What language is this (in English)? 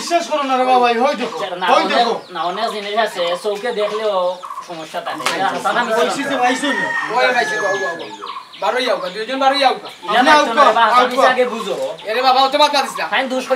Sylheti